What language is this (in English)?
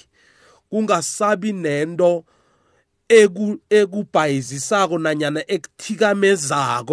South Ndebele